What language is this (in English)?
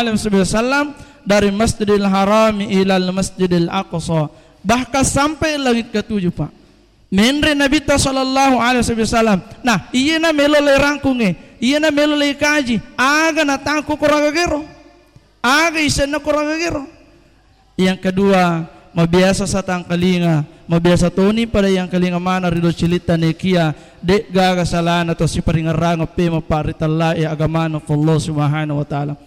Buginese